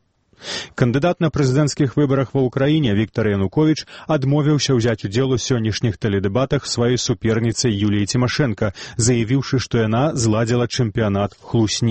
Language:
Belarusian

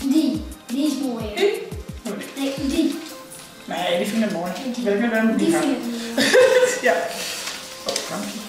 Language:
Western Frisian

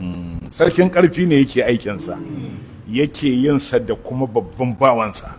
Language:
Hausa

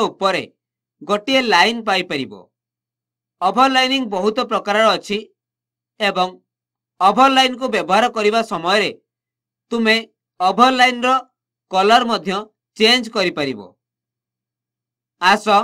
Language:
Odia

